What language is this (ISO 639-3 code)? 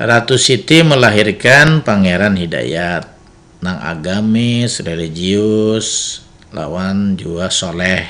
bjn